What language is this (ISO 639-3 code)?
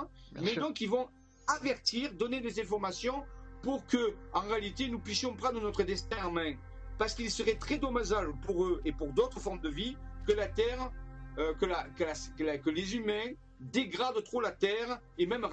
fra